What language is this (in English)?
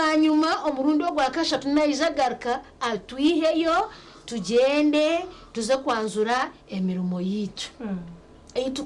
Nyankole